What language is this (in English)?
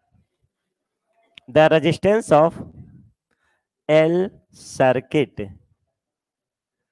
Hindi